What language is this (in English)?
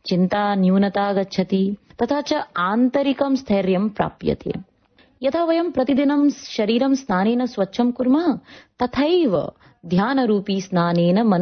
Sanskrit